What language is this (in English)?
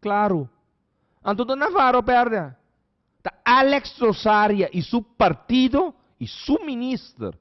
Papiamento